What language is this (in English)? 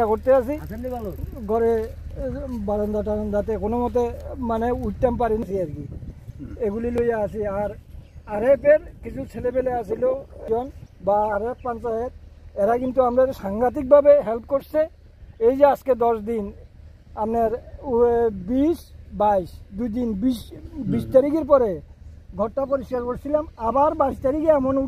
Bangla